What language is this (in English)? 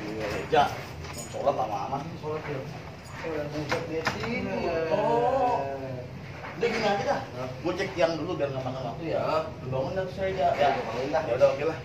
Betawi